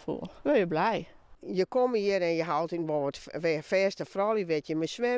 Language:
Western Frisian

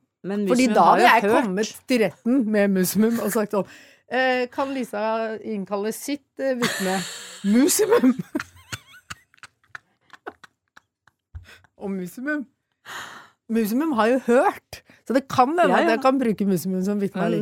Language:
Norwegian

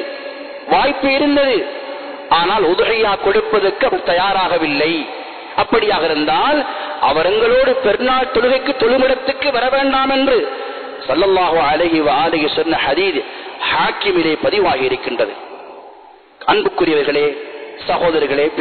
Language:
Tamil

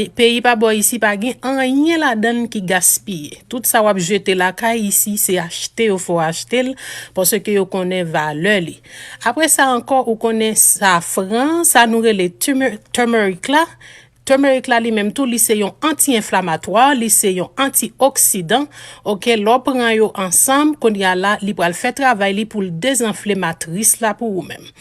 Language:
Haitian Creole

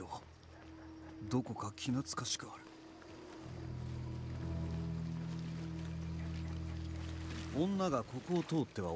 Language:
Hungarian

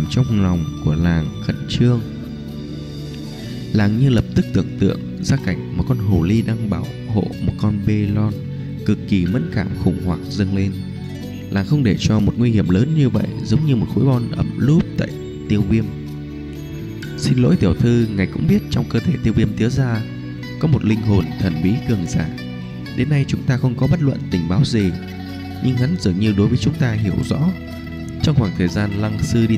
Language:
Vietnamese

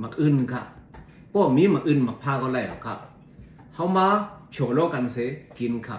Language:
Shan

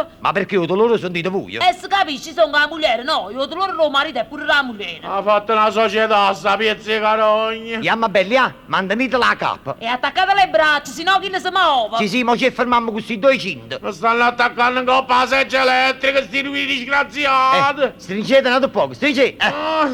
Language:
Neapolitan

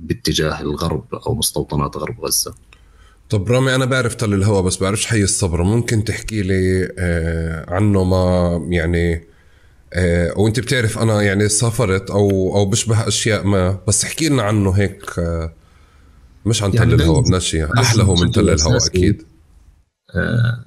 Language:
North Levantine Arabic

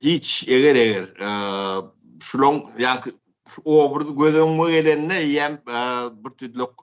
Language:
Turkmen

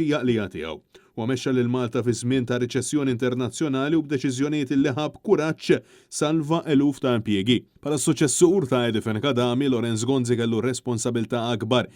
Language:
Maltese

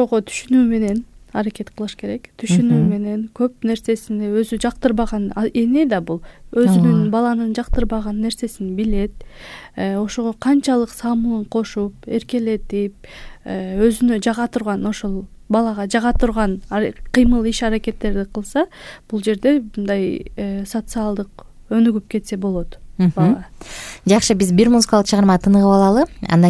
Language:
Kyrgyz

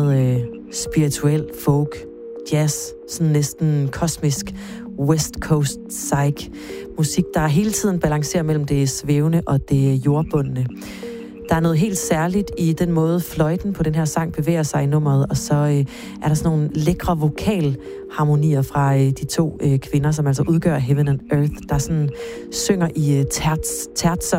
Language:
Danish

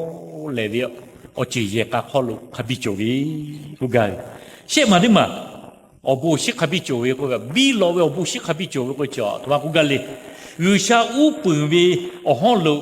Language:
Lahu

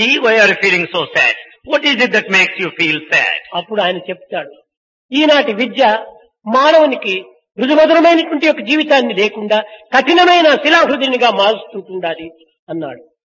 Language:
Telugu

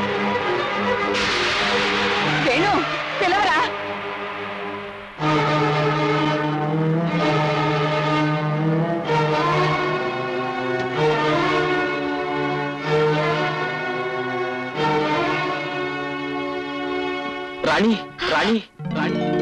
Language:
Telugu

